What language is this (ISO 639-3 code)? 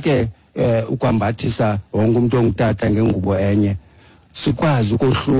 xho